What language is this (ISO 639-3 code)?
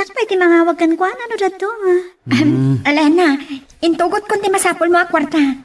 ilo